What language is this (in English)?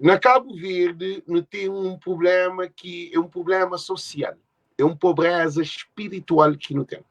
Kabuverdianu